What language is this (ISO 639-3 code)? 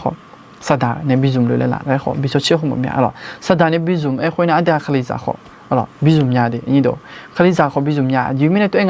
ahk